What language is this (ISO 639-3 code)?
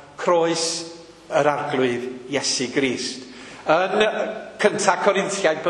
cym